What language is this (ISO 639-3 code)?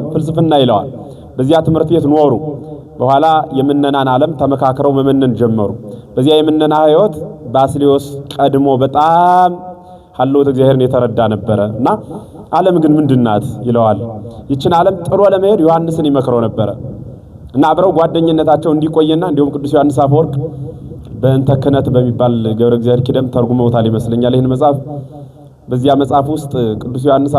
amh